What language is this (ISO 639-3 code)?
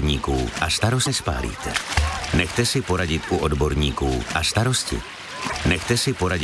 ces